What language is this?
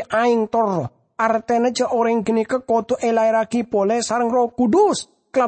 Madurese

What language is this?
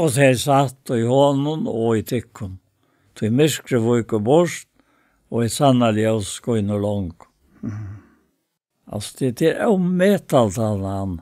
Faroese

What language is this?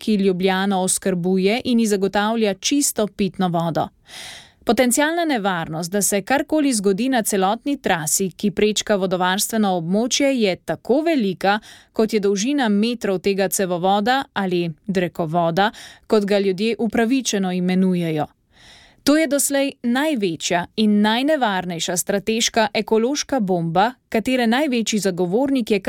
Slovenian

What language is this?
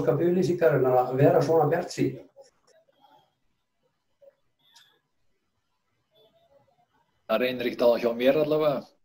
Icelandic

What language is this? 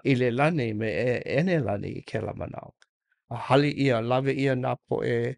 Hawaiian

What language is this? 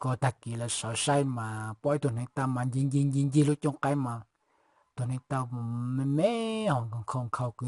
Hmong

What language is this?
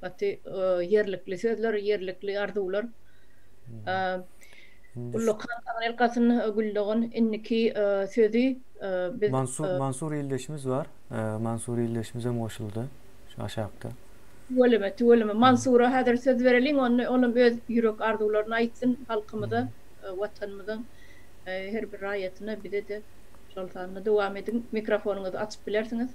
Turkmen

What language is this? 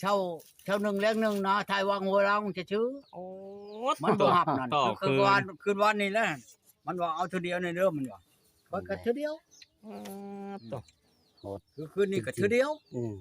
Northeastern Thai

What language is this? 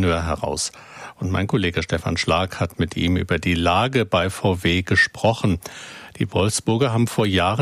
German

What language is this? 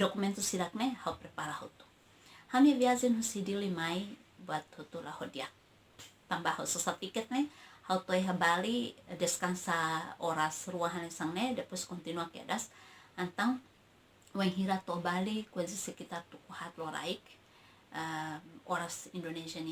Tetum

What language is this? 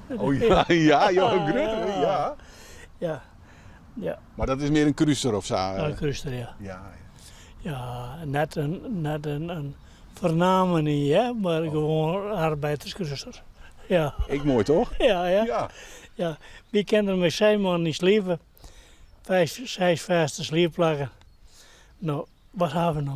Western Frisian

